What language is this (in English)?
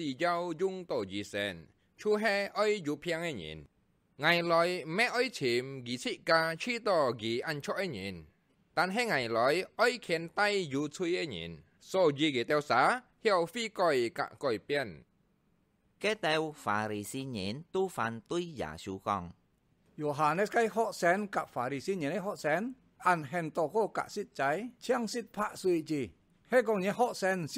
Hakka Chinese